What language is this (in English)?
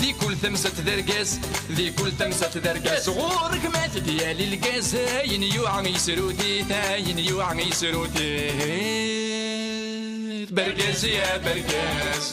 Kabyle